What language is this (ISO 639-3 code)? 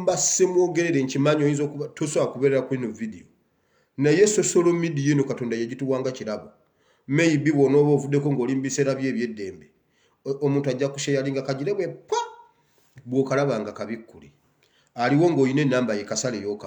lug